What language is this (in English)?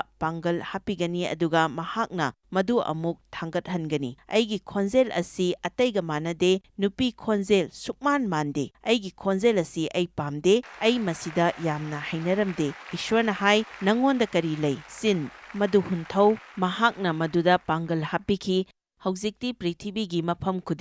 Manipuri